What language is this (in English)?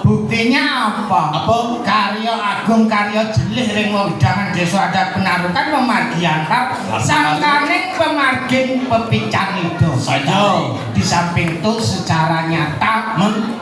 Balinese